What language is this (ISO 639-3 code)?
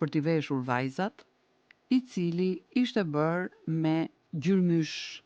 sqi